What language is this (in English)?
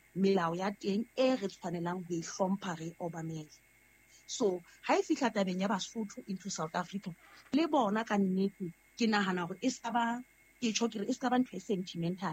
Southern Sotho